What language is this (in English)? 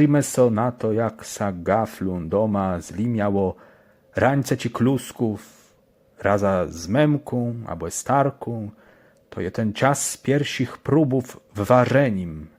Kashubian